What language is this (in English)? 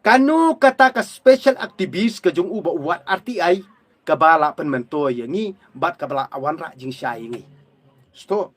Khasi